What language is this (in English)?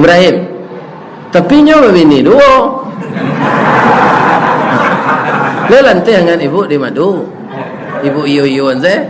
Minangkabau